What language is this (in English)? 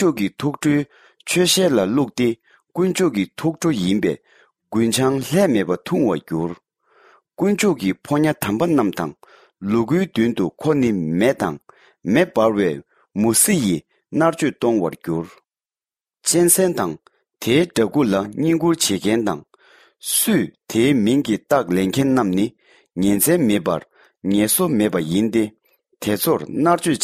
Tibetan